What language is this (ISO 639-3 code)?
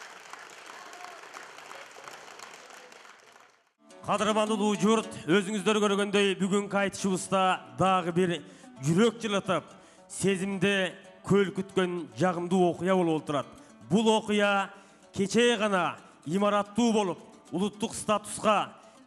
kir